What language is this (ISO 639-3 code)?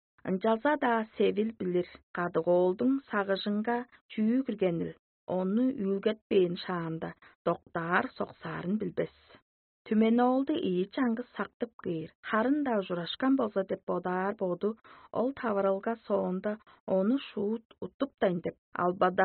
tyv